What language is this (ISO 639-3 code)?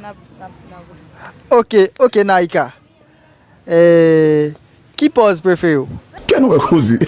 hat